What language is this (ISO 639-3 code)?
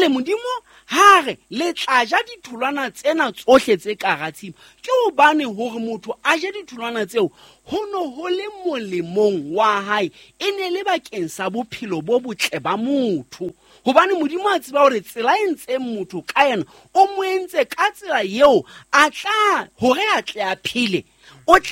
sot